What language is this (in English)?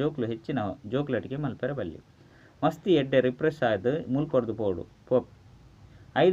Tulu